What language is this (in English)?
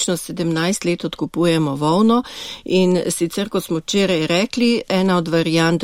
Slovenian